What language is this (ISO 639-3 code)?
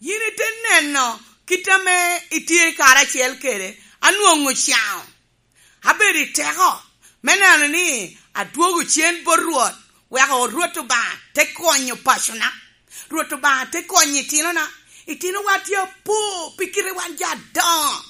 laj